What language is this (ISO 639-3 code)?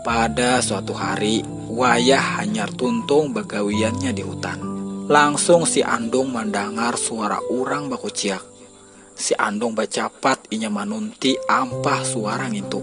bjn